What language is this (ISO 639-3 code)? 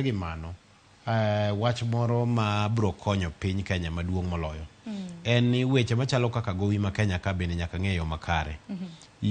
luo